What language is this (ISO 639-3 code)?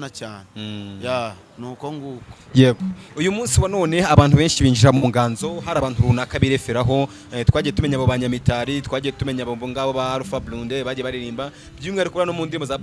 kin